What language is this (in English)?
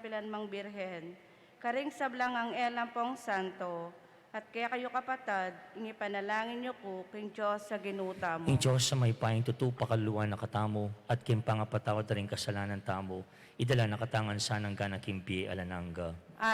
Pampanga